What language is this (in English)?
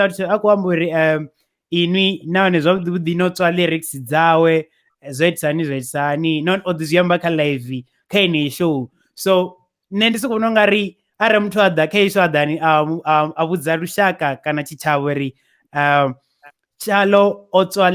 Venda